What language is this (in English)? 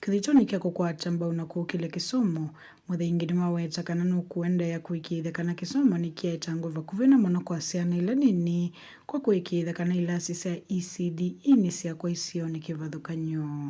Kamba